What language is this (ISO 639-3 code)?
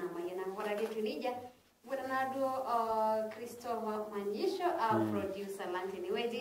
mas